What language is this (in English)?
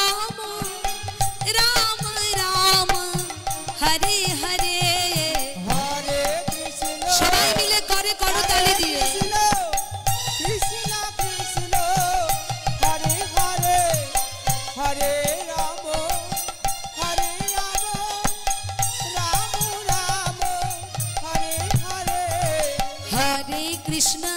Bangla